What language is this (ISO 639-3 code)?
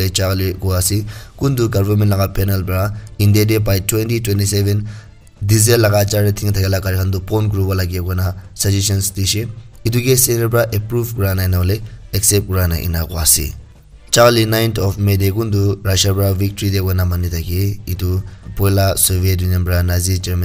nag